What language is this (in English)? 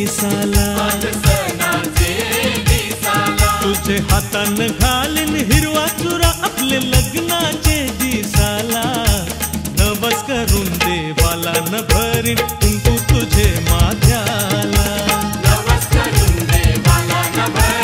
Marathi